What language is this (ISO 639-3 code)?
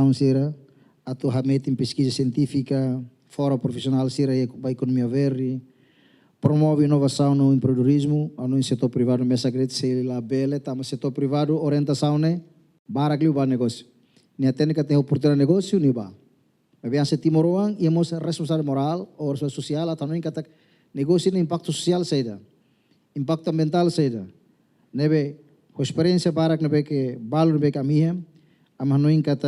tet